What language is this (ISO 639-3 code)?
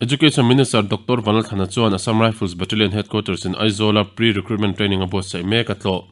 lus